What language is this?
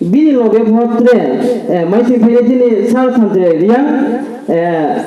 Riang (India)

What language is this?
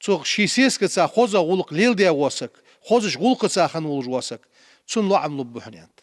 Ingush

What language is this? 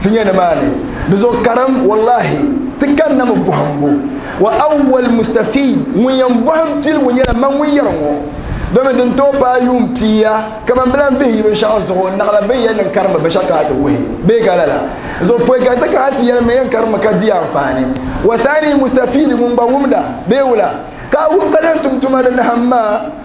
Dagbani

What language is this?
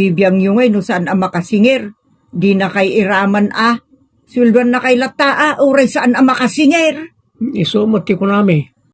Iloko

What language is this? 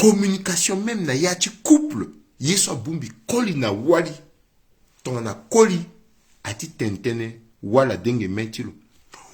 Sango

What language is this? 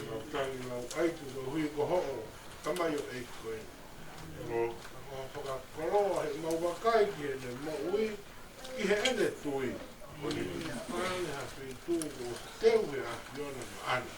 Tongan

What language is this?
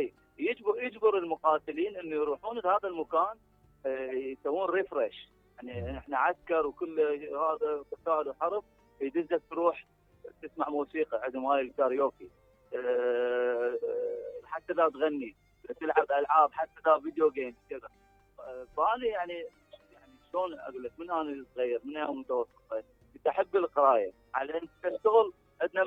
Mesopotamian Arabic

